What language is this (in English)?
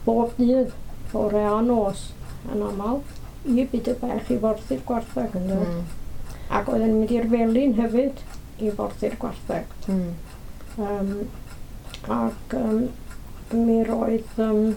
Welsh